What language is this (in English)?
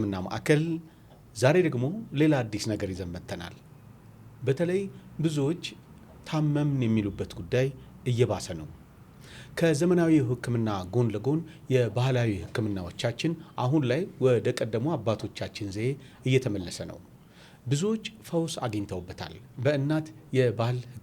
Amharic